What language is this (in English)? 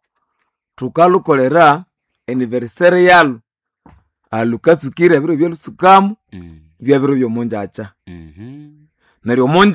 Nande